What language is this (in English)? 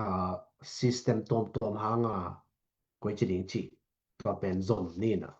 Tedim Chin